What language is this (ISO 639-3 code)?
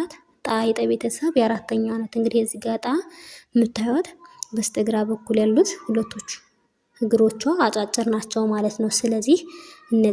amh